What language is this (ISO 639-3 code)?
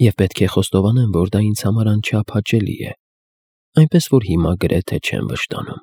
hye